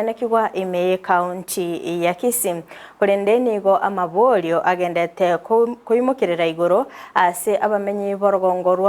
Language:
Gusii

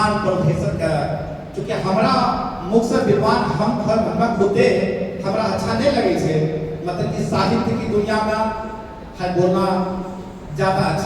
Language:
Angika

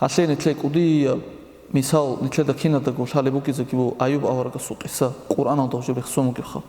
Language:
Avaric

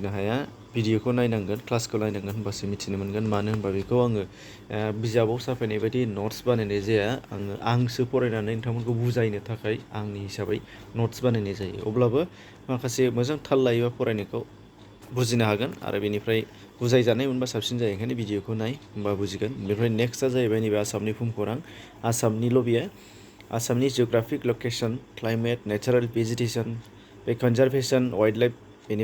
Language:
Bodo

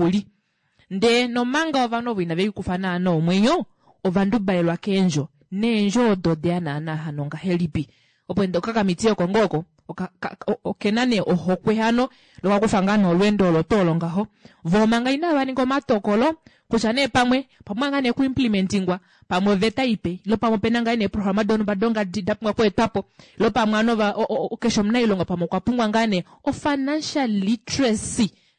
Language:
Kuanyama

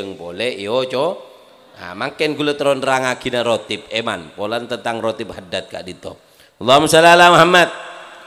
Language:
Madurese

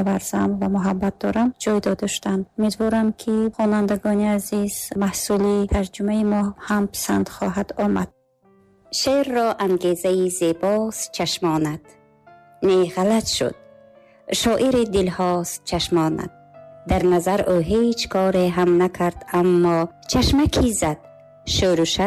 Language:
Tajik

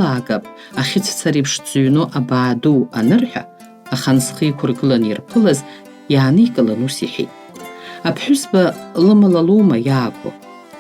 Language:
Abkhazian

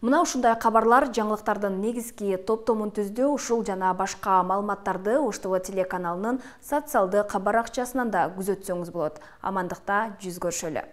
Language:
Kyrgyz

